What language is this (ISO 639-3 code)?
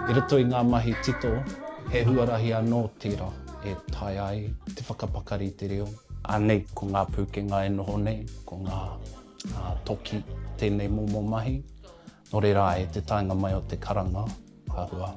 mri